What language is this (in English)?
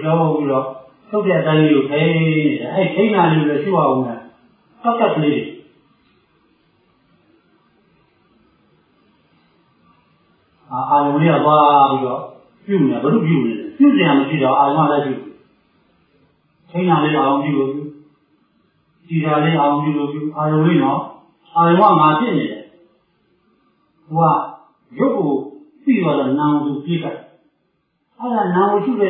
Burmese